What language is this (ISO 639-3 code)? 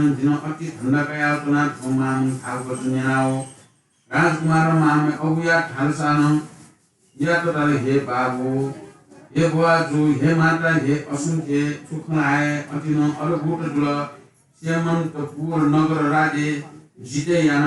new